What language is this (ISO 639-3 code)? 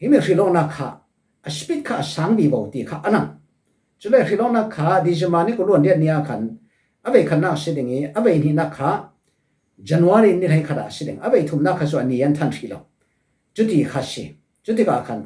cfm